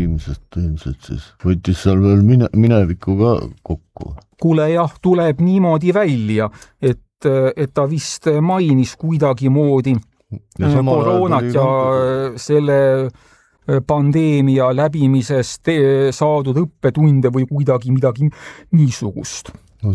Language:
Estonian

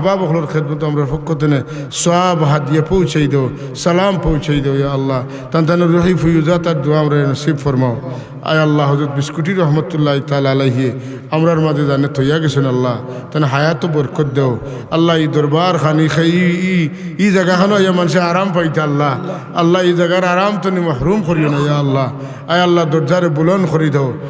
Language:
Sylheti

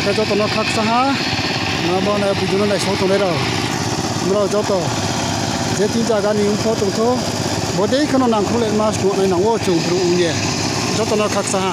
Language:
Riang (India)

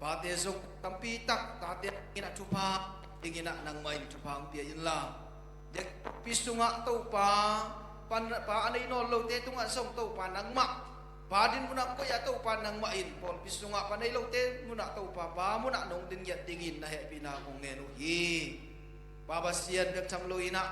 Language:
Tedim Chin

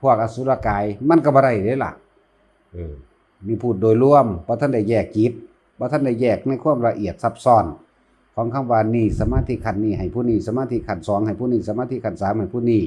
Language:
Northeastern Thai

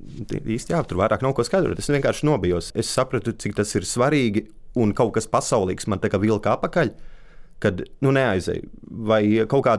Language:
Latvian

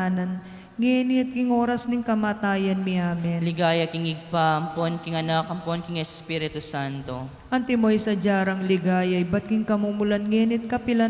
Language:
Pampanga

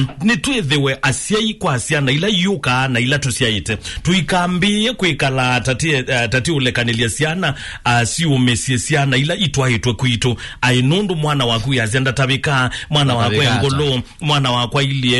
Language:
Kamba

